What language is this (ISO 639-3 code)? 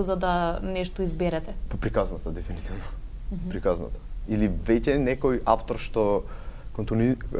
mkd